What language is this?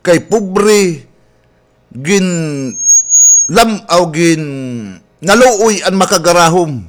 Waray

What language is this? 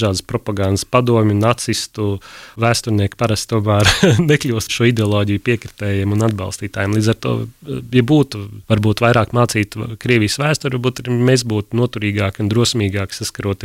Latvian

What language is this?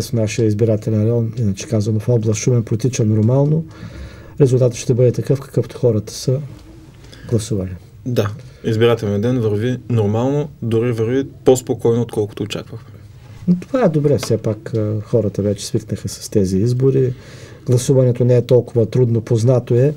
Bulgarian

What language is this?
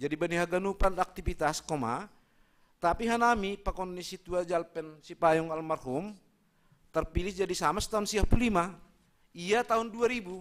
Batak Simalungun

